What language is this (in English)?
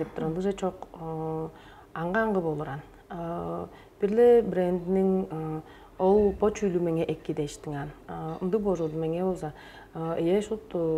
Tuvinian